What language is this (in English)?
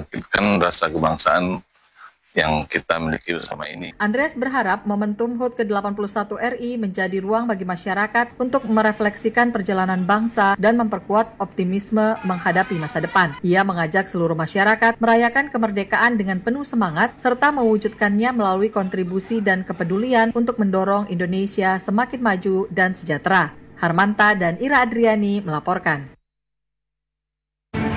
Indonesian